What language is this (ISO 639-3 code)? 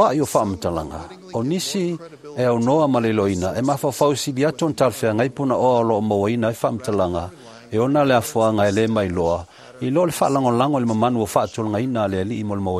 smo